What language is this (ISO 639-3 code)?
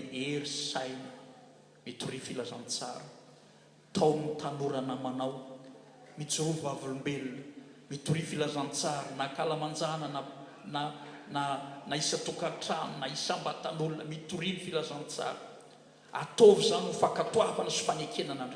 mlg